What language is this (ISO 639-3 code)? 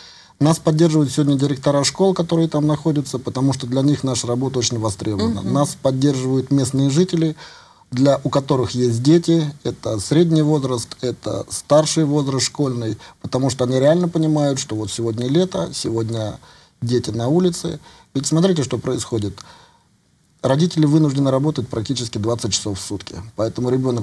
rus